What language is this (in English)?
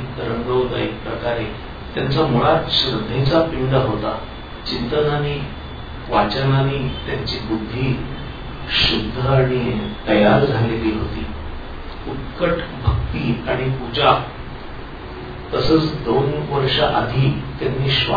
Marathi